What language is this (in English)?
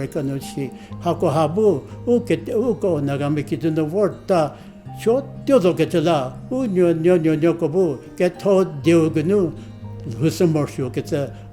Angami Naga